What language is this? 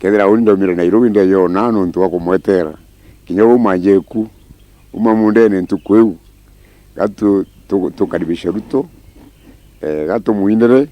Meru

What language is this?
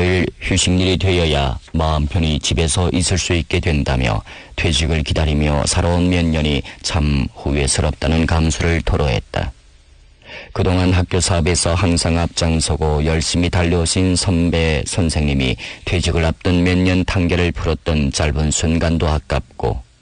Korean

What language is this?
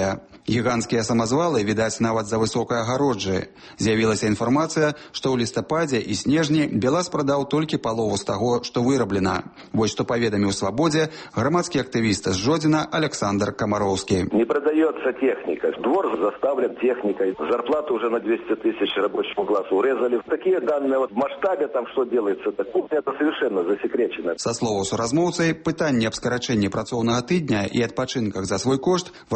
Belarusian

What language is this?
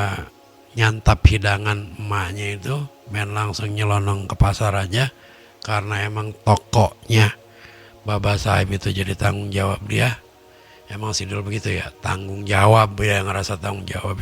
Betawi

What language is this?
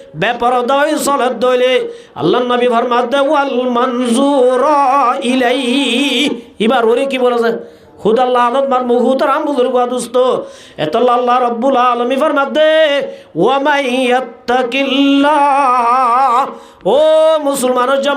Rohingya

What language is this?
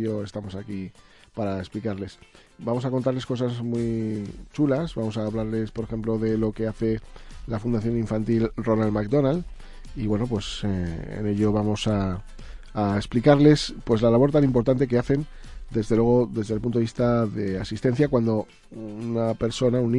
Spanish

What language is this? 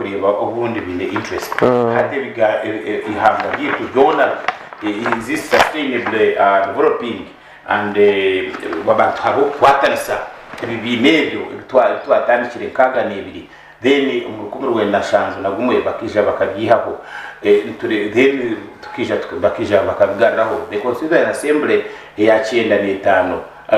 Nyankole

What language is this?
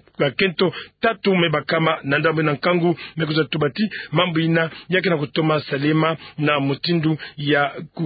Kituba (Democratic Republic of Congo)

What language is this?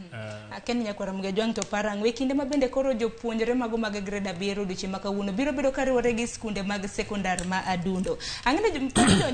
Luo (Kenya and Tanzania)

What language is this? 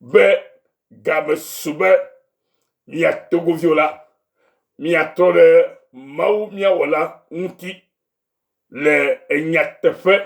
Ewe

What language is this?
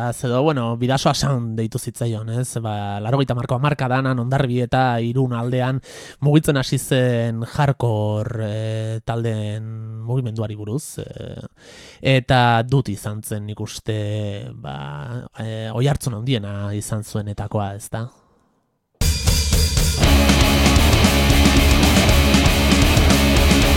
Basque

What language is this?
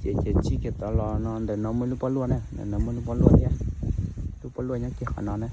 Hmong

